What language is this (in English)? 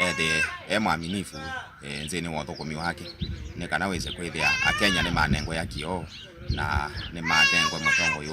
Kamba